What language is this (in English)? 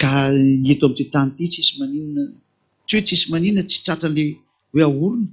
Malagasy